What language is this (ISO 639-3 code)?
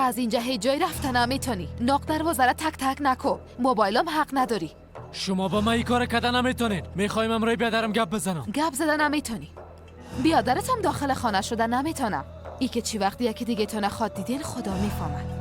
fas